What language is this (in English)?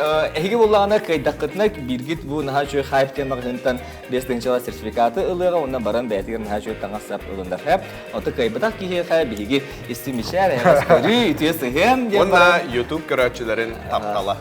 Yakut